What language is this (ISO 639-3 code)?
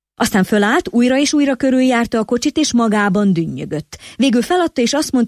hun